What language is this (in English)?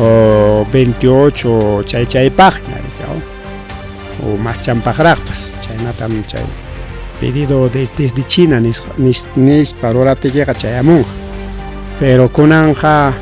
Ayacucho Quechua